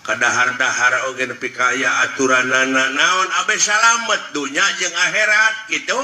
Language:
Sundanese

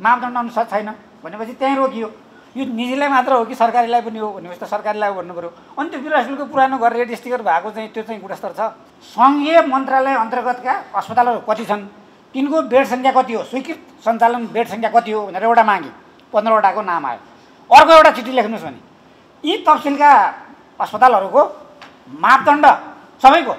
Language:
Nepali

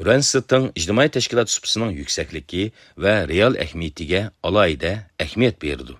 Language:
Uyghur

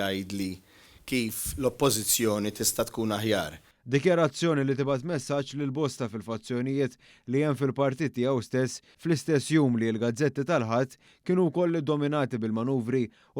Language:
Maltese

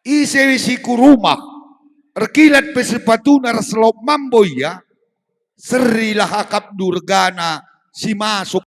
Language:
Batak Karo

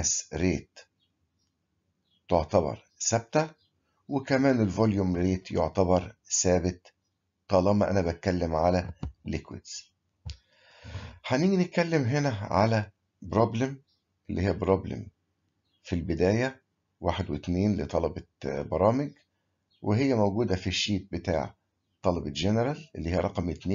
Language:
Egyptian Arabic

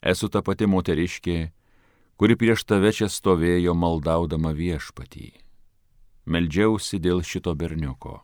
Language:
Lithuanian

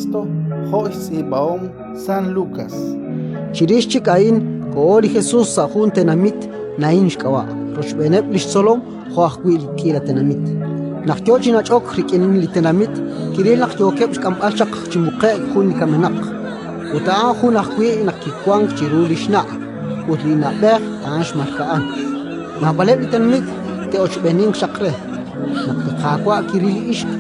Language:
Kekchí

